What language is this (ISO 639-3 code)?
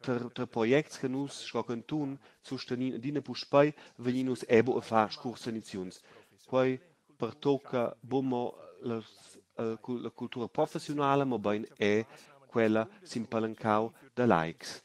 roh